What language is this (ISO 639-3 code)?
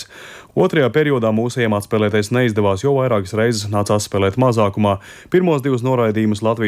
lav